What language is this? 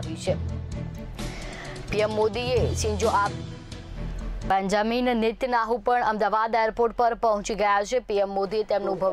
Gujarati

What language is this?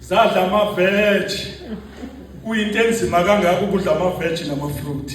Zulu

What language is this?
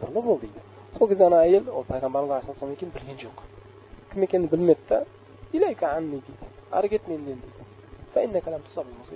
Kazakh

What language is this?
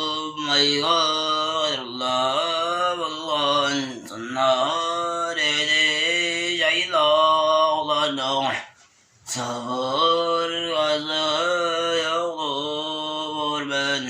Tuvinian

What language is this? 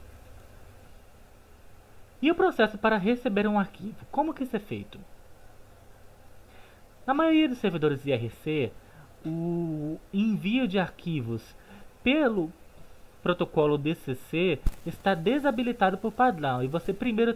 Portuguese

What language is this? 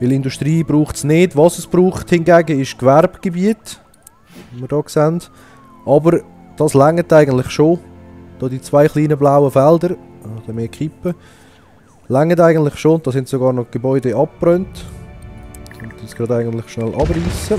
Swiss German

